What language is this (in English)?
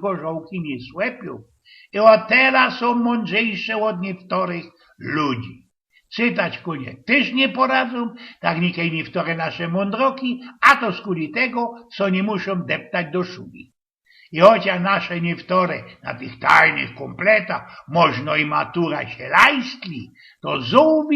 Silesian